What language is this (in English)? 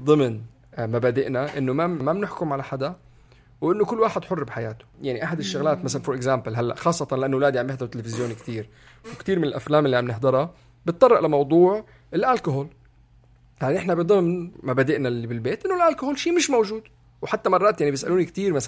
North Levantine Arabic